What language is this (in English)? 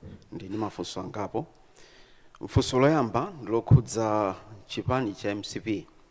Nyanja